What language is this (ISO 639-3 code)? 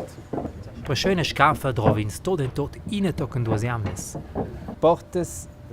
roh